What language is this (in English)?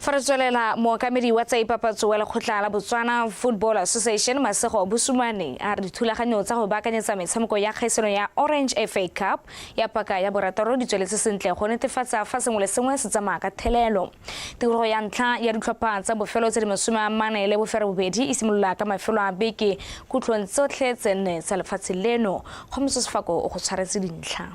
Tswana